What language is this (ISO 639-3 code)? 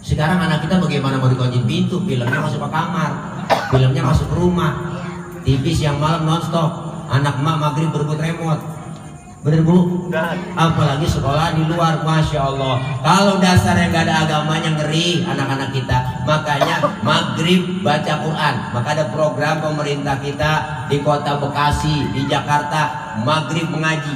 bew